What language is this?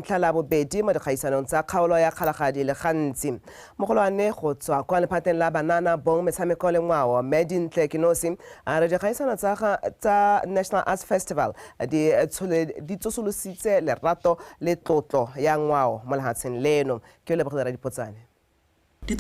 Tswana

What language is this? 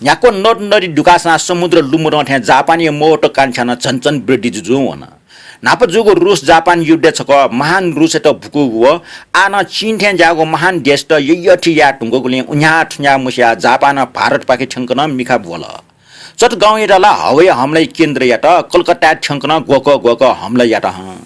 Newari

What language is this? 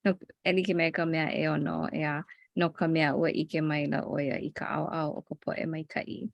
Hawaiian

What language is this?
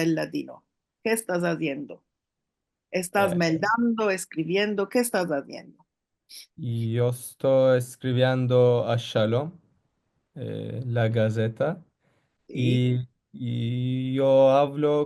Ladino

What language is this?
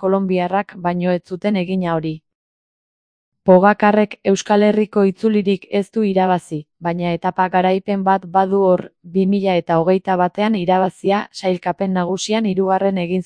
Basque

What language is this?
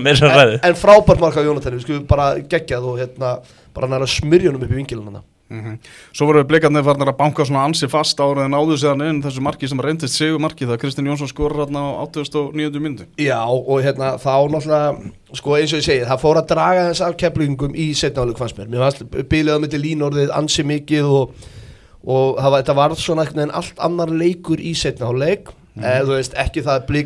Icelandic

